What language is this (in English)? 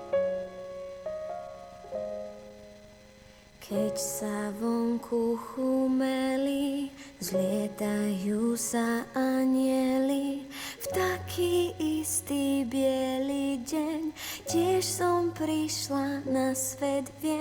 Slovak